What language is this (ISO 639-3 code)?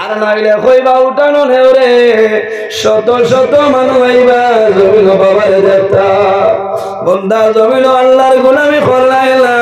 syl